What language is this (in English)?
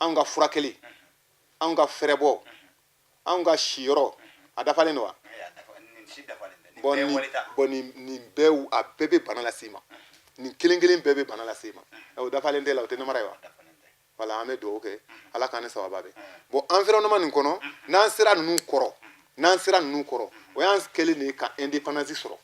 Bambara